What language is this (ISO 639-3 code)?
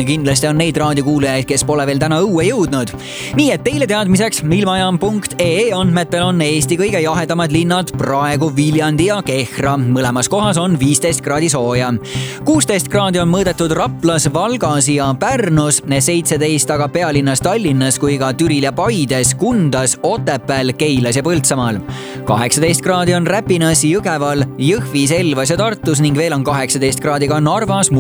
est